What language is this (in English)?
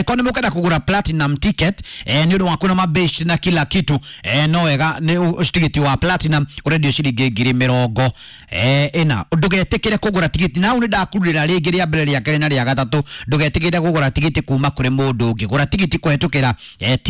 Kikuyu